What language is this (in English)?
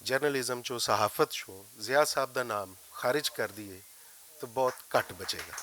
Western Panjabi